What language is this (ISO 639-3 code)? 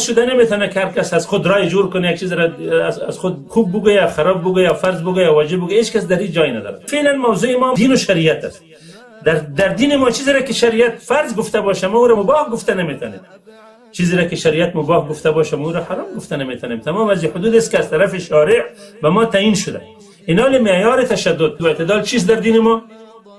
tgk